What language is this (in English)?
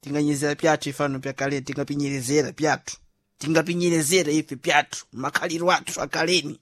Sena